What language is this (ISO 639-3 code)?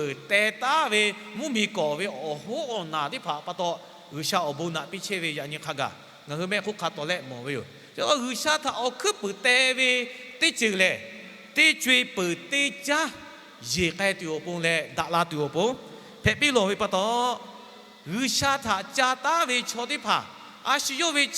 lhu